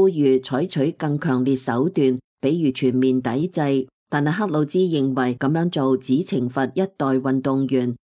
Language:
Cantonese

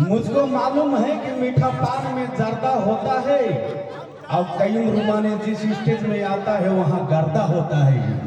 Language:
Sadri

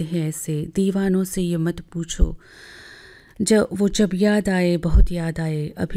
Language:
Gujarati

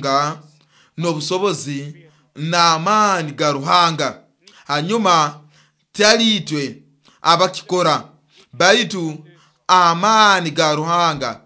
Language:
Nyoro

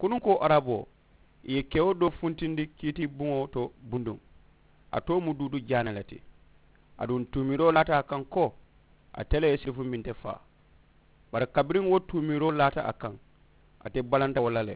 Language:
Mandingo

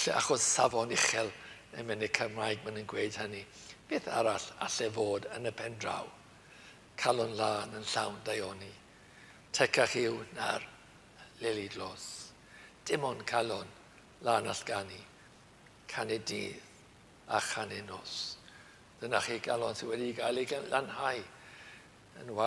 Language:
Welsh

